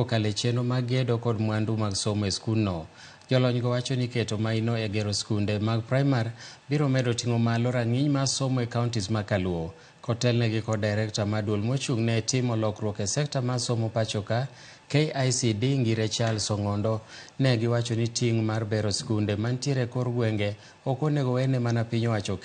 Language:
Luo (Kenya and Tanzania)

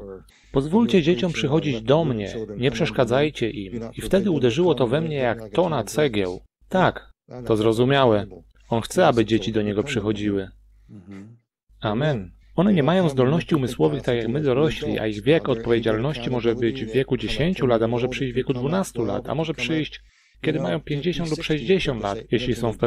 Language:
Polish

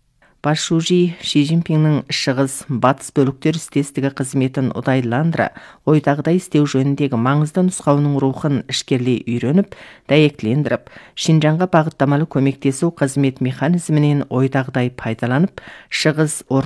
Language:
Kazakh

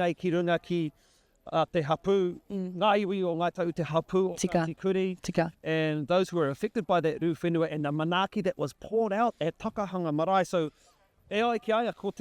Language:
Māori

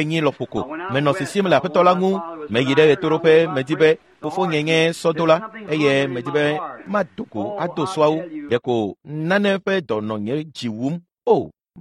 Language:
Ewe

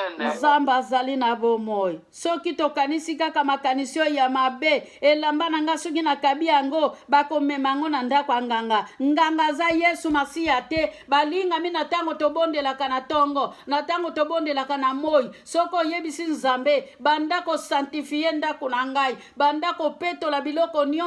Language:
Lingala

